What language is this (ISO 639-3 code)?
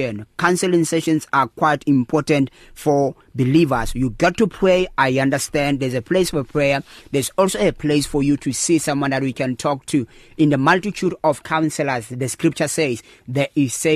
eng